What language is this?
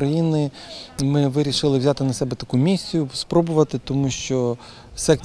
Ukrainian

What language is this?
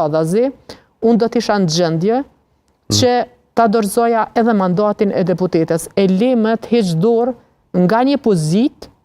Albanian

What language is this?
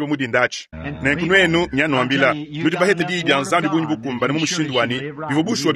Luba-Lulua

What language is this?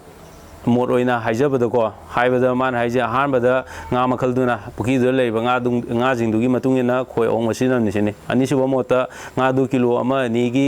Manipuri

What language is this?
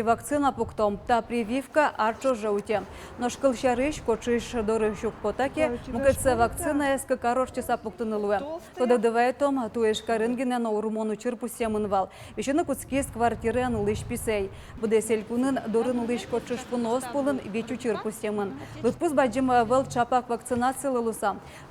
Udmurt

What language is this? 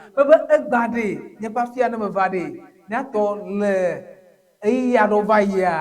Ewe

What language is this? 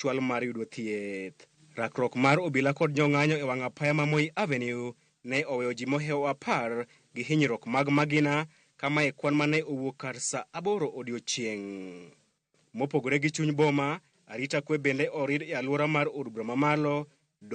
Luo (Kenya and Tanzania)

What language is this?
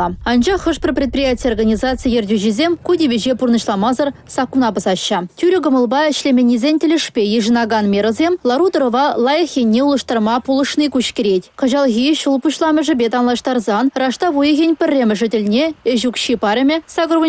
Chuvash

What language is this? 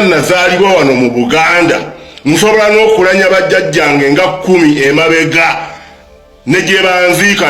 Ganda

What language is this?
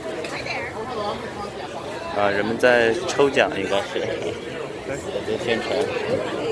Chinese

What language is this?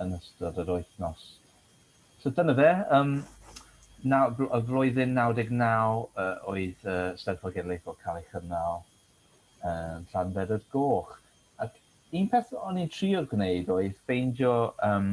Welsh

